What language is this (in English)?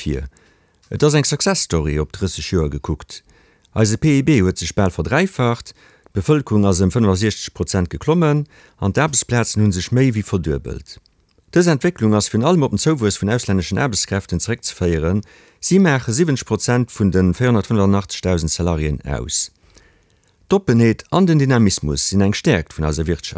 Luxembourgish